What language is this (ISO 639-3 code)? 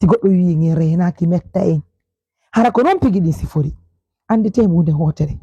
ful